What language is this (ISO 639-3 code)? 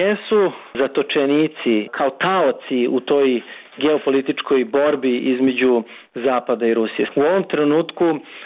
bos